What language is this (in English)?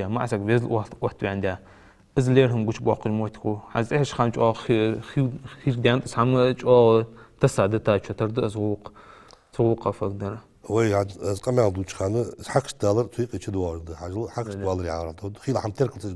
Ingush